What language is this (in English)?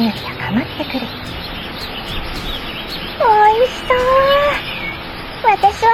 Japanese